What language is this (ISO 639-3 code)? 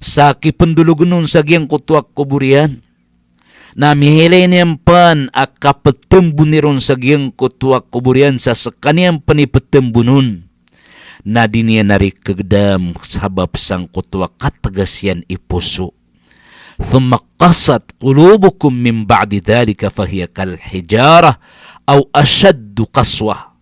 mrw